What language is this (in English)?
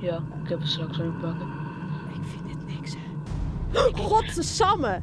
Western Frisian